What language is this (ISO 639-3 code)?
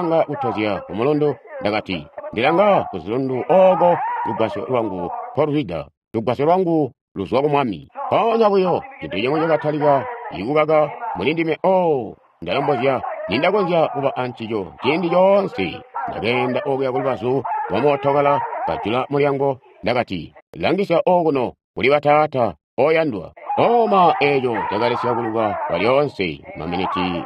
toi